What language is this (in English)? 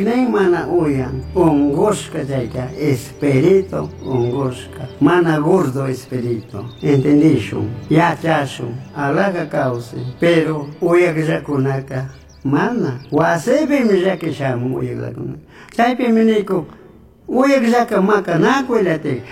Chimborazo Highland Quichua